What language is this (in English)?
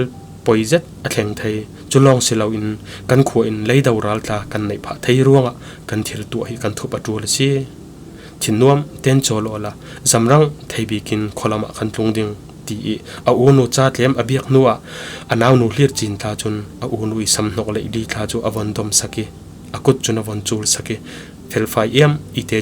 Falam Chin